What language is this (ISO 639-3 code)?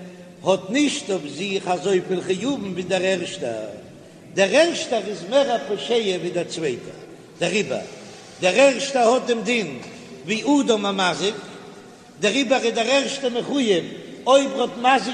yid